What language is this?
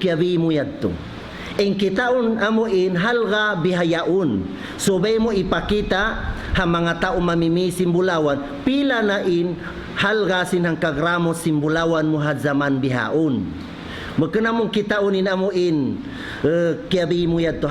Tausug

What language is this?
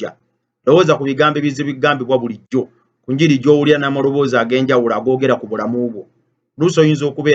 Ganda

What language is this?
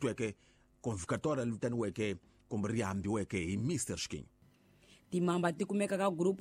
Tsonga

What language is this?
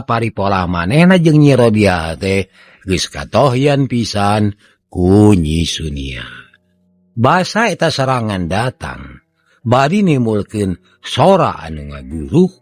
Sundanese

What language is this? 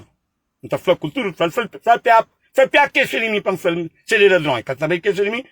Kabuverdianu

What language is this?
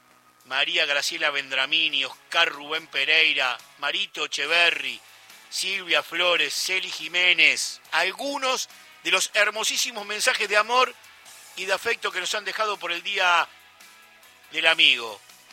Spanish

